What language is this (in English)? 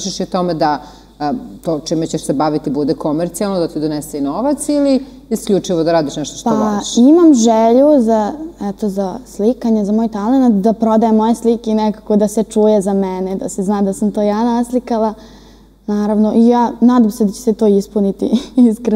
Serbian